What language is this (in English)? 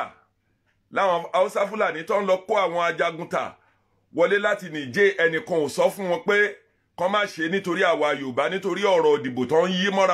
Yoruba